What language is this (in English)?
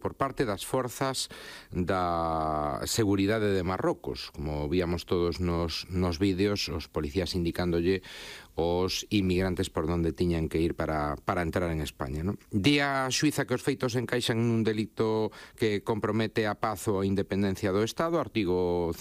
Galician